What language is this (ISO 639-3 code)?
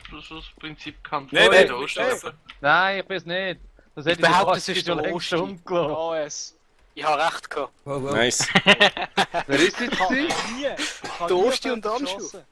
gsw